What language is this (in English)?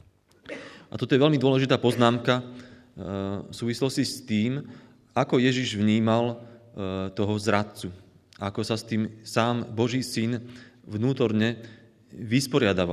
Slovak